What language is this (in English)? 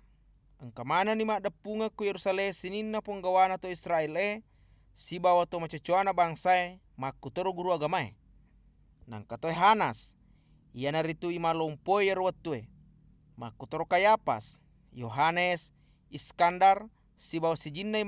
Buginese